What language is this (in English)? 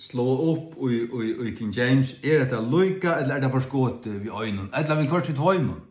Faroese